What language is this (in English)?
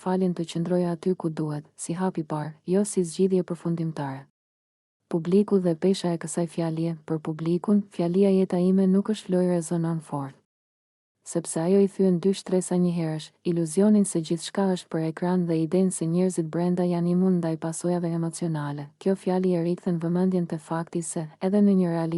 Albanian